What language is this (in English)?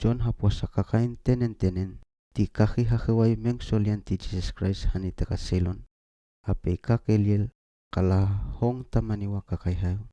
Seimat